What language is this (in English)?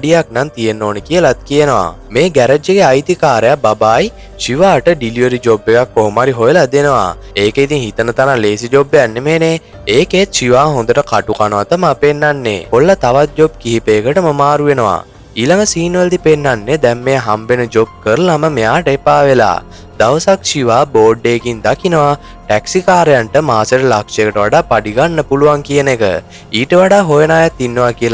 Sinhala